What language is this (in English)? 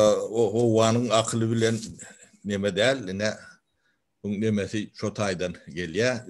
Turkmen